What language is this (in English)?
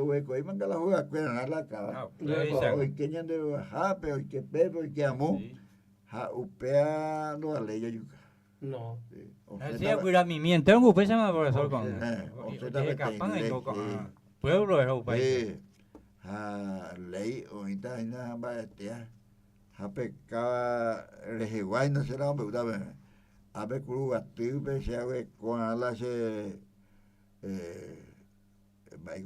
Guarani